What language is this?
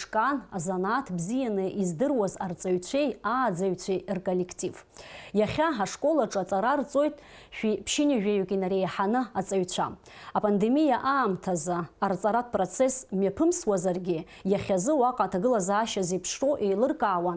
Abkhazian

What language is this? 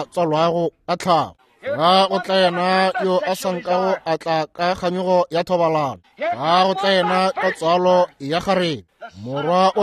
Northern Sotho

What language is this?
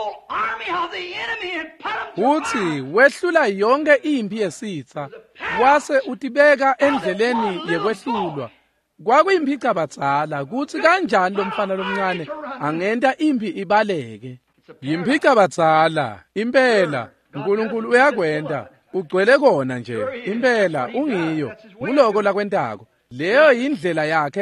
Swati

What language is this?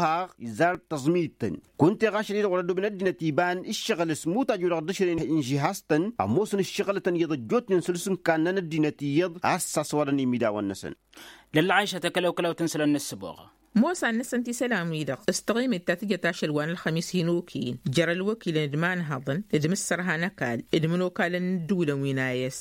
Tamasheq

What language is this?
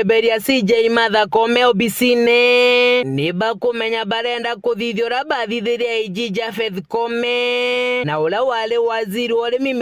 Meru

